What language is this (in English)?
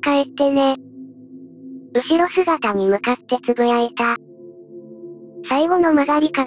Japanese